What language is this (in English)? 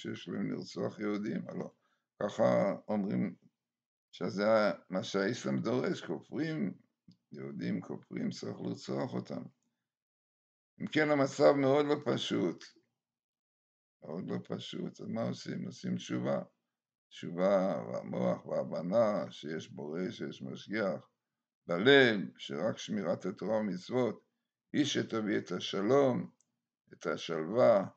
Hebrew